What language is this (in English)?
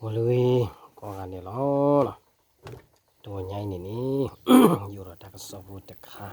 S'gaw Karen